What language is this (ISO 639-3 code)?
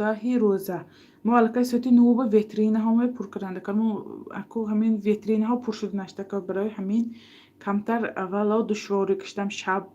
tgk